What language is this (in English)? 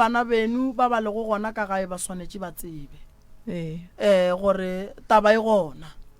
Northern Sotho